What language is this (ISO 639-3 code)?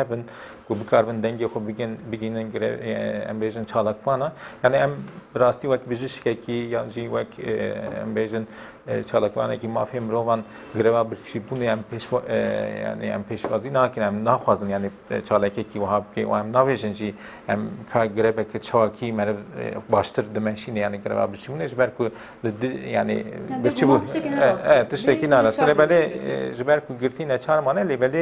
kur